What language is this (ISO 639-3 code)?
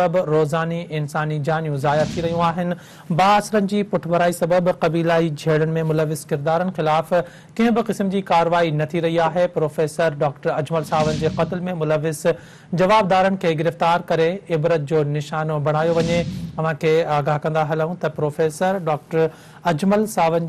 snd